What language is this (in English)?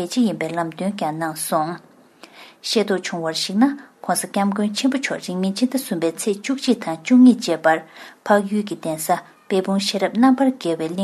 Tibetan